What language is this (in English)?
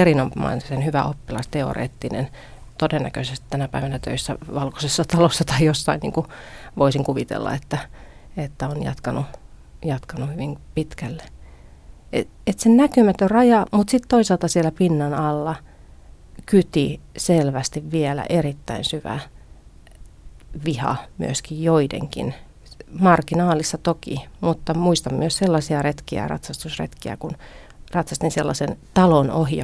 Finnish